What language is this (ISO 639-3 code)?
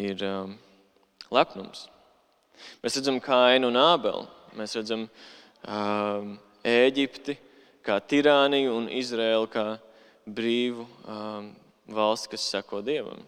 lav